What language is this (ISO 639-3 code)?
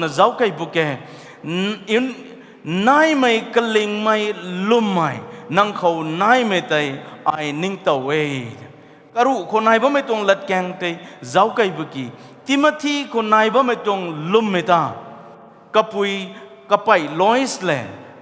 nbu